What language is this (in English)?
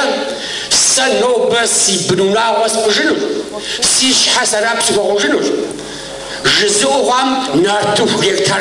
Kabardian